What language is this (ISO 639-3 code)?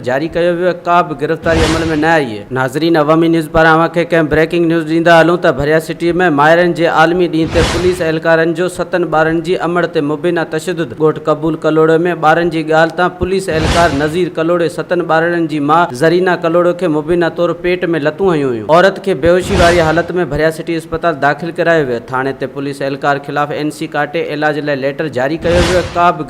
snd